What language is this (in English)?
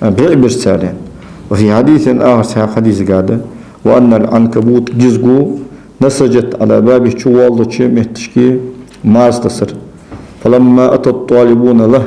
Ingush